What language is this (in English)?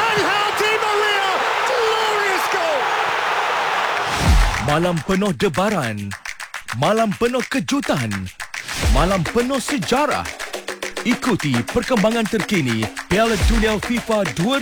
Malay